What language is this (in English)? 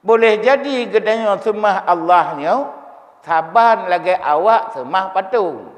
Achinese